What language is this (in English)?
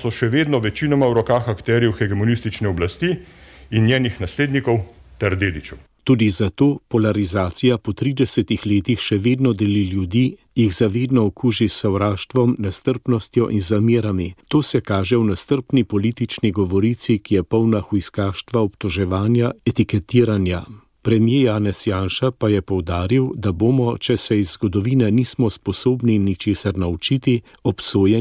Slovenian